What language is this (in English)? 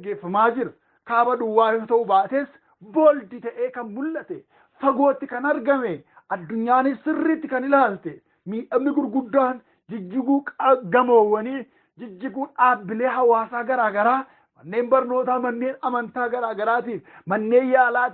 Oromo